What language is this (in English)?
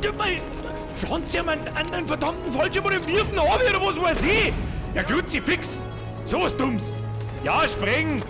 Bavarian